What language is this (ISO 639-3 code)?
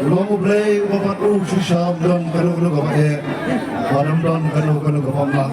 kha